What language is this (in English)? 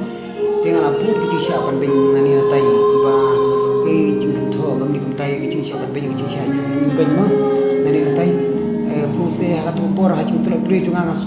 Khasi